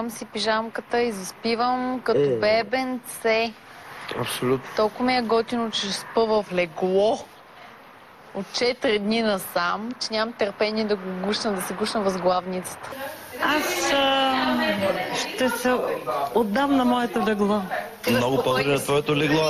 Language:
Bulgarian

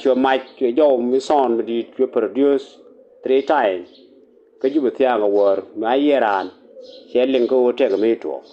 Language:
Nuer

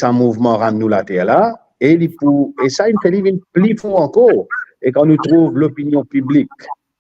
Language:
Morisyen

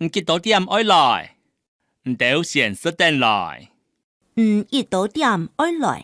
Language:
Hakka Chinese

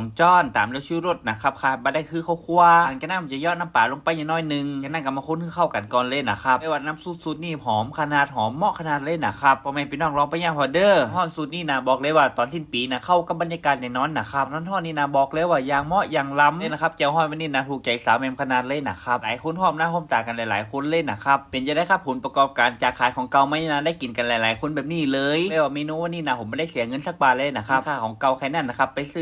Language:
Northern Thai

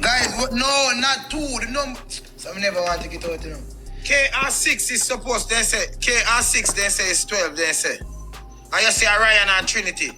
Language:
Jamaican Creole English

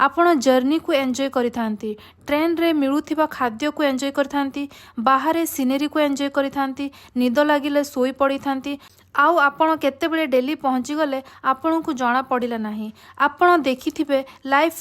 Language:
Odia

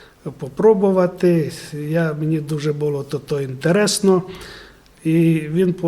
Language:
Rusyn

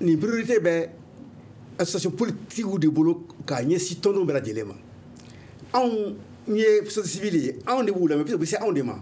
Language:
Bambara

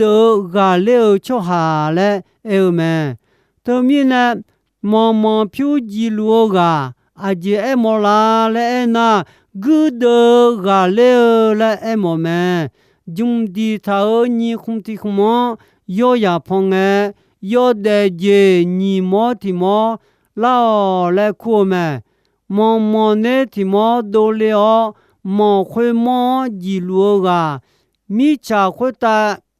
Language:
Akha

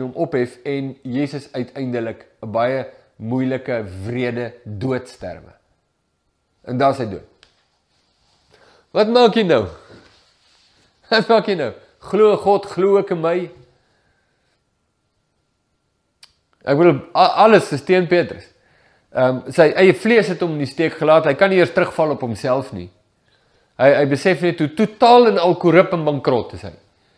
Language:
Afrikaans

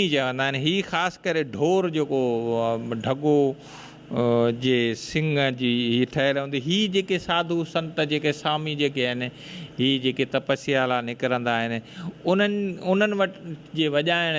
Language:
Sindhi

